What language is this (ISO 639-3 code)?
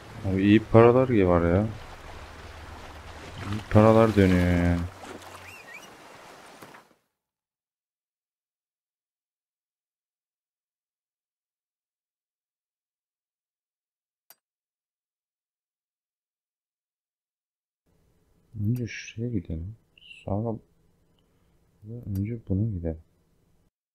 tur